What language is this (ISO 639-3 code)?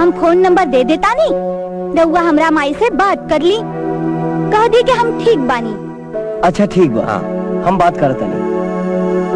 bho